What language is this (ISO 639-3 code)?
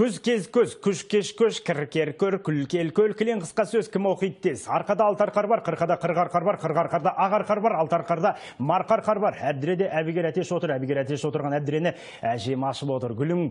kaz